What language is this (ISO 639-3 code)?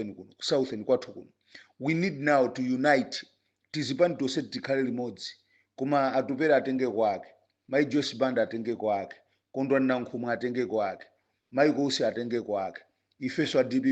nya